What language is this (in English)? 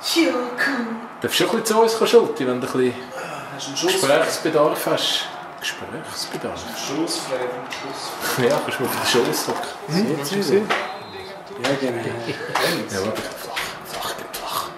Swiss German